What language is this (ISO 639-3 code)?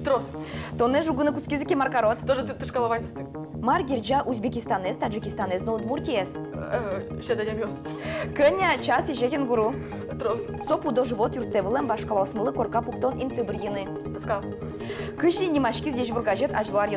udm